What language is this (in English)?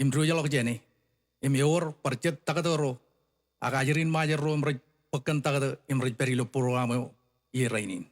Marshallese